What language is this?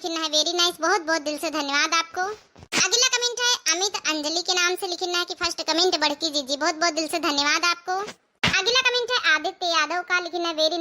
Awadhi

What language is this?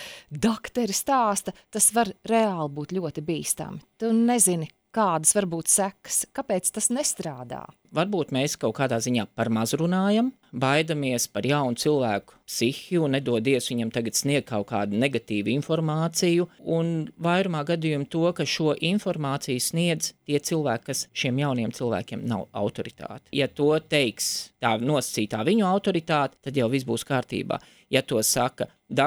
Latvian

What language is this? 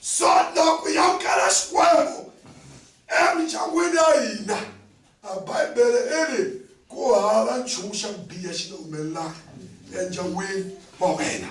Tsonga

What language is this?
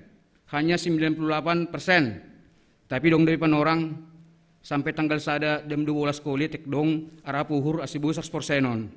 Batak Simalungun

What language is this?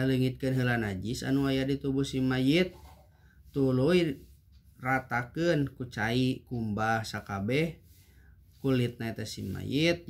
Sundanese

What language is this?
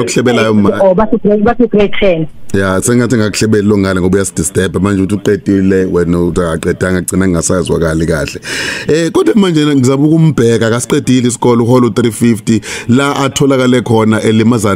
Zulu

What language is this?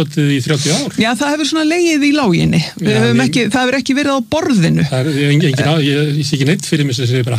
Icelandic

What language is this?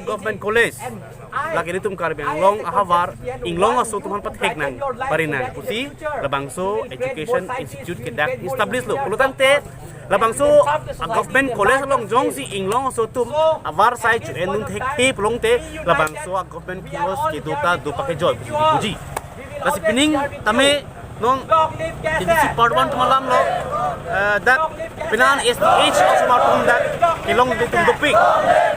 Karbi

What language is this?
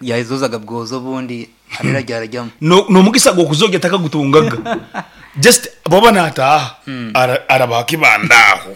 Nyankole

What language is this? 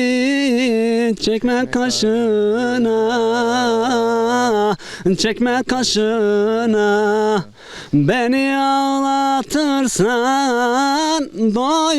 Zaza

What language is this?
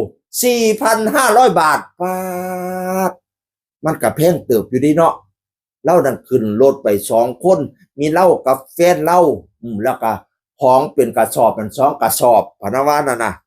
Northeastern Thai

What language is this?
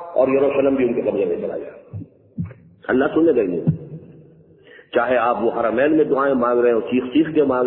Urdu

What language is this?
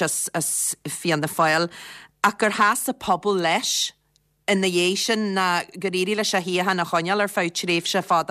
Irish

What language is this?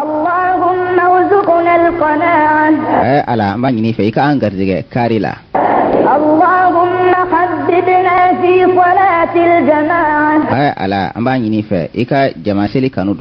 Bambara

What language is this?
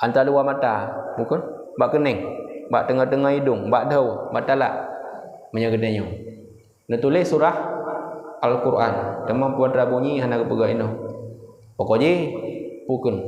Achinese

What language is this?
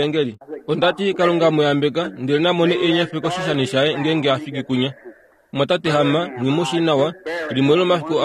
Kuanyama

